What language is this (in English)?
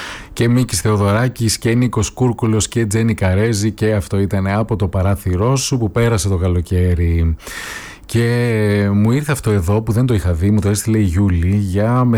Greek